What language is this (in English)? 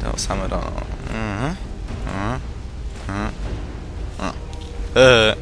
Swiss German